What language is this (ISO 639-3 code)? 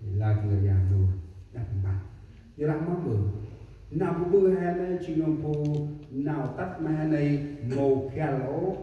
cmo